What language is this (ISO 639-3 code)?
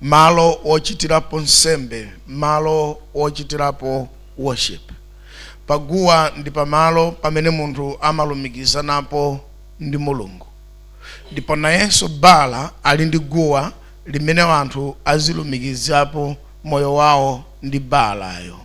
nya